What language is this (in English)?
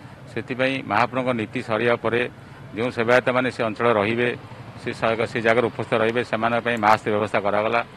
Odia